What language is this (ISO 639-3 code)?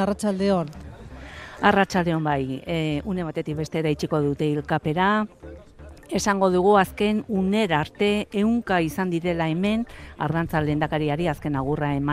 eus